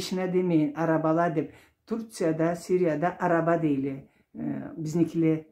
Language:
Karachay-Balkar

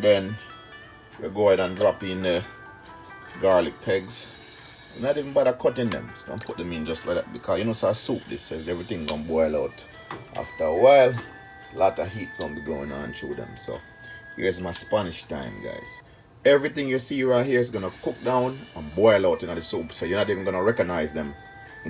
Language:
Jamaican Creole English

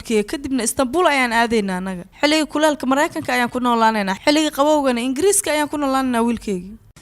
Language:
Somali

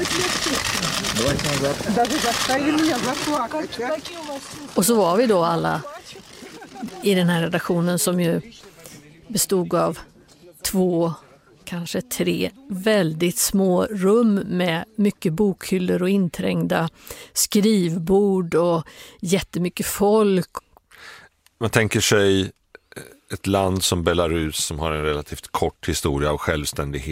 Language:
Swedish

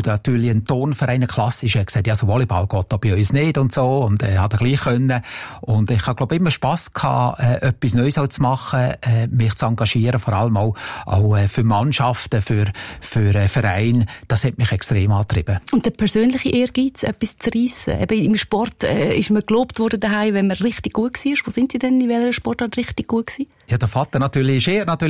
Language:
German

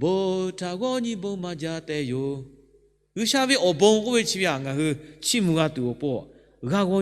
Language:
Lahu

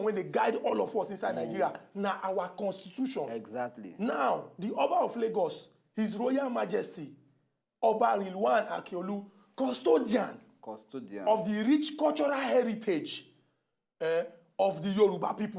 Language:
Nigerian Pidgin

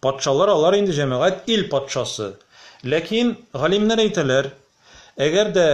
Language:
Tatar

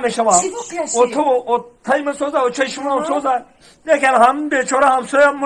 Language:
Tajik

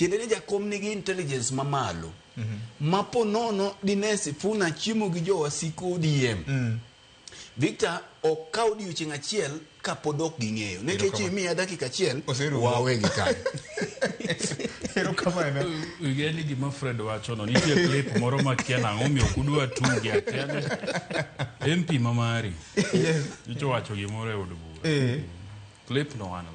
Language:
Luo (Kenya and Tanzania)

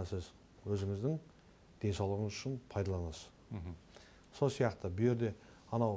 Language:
Kazakh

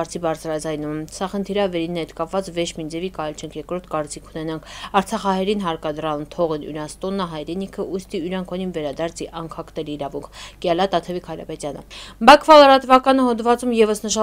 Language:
Armenian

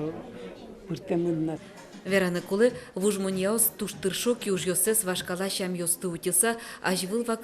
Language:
Udmurt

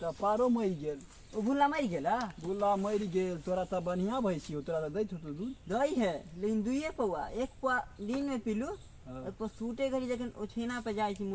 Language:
Maithili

